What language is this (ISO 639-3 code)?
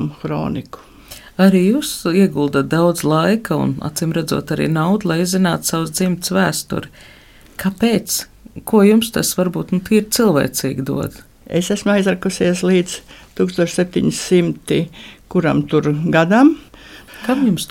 lav